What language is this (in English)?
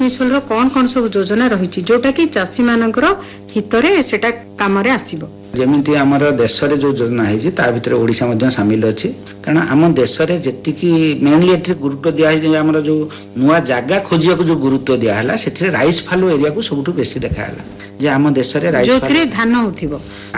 Odia